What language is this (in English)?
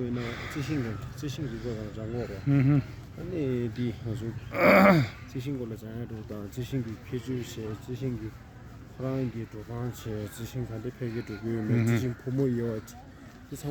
Tibetan